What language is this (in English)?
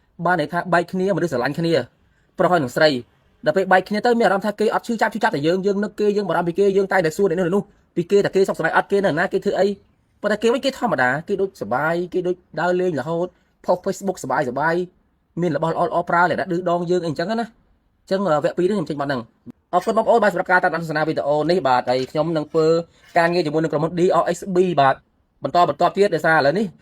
Khmer